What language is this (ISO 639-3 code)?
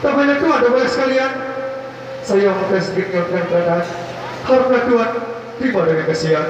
sas